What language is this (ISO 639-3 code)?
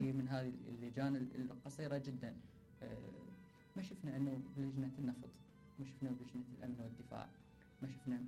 acm